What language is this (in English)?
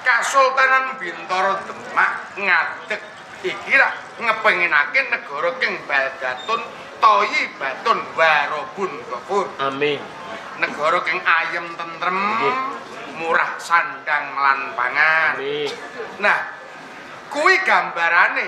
Javanese